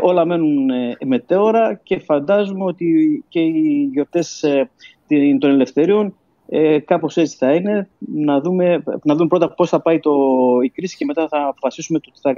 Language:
Greek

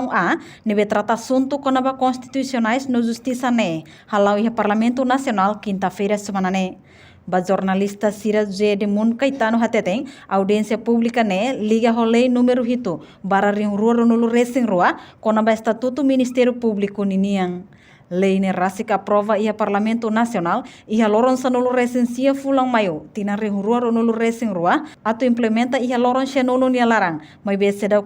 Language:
Tetum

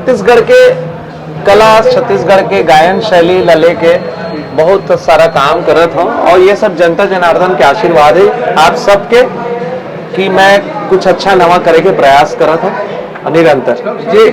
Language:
Chhattisgarhi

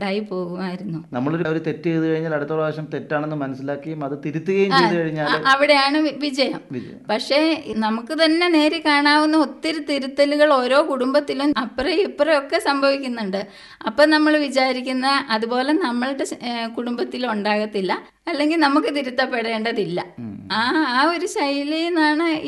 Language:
Malayalam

